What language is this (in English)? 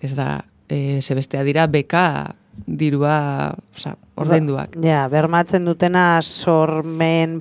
Basque